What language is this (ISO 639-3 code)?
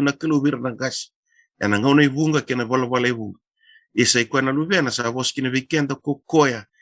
fij